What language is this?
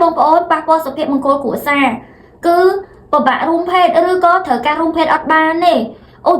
Khmer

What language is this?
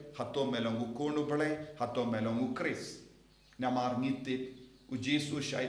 Khasi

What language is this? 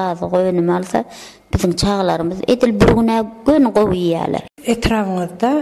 Turkmen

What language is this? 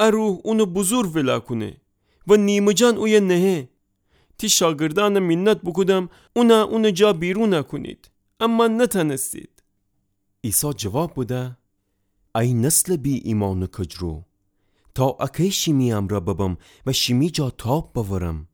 Gilaki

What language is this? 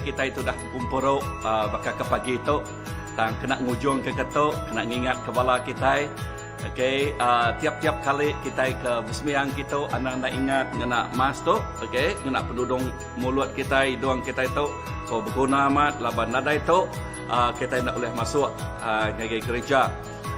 Iban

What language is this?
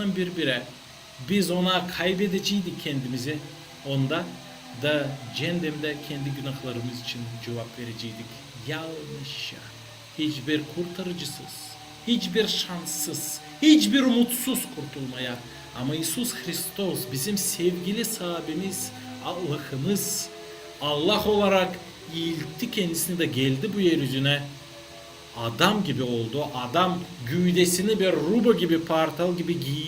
Gagauz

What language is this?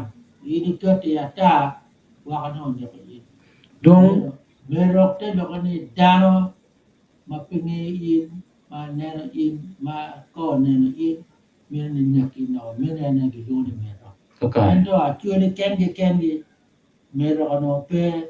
Acoli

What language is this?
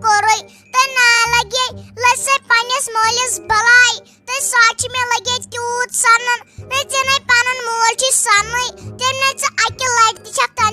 Kashmiri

